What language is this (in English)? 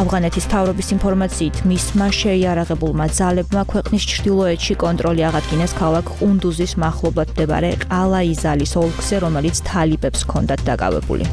Georgian